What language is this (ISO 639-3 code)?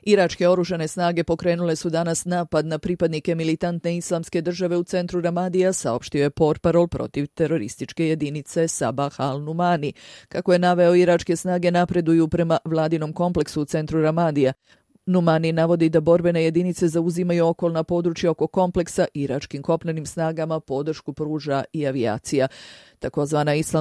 srp